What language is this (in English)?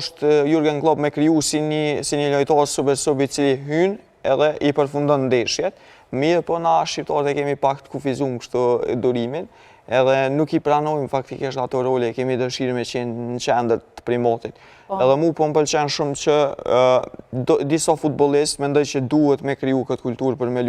Albanian